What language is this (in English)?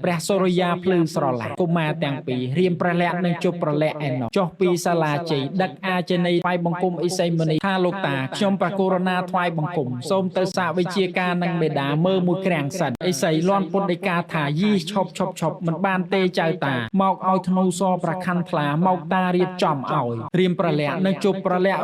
Khmer